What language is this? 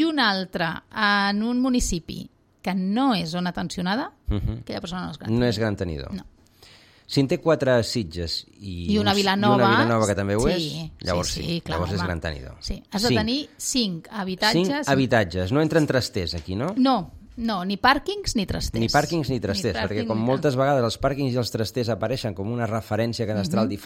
Catalan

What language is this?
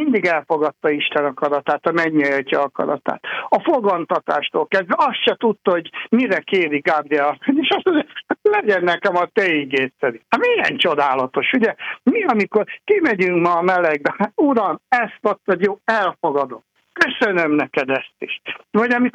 Hungarian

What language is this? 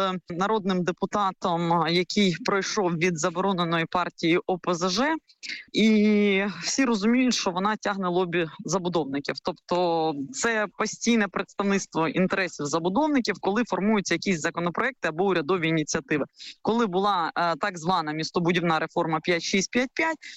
Ukrainian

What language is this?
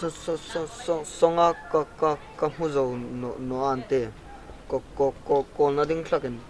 Hmar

